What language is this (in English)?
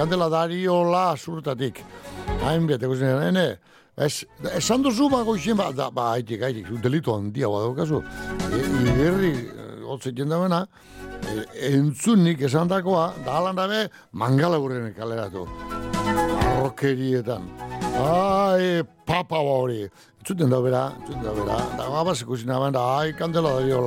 Basque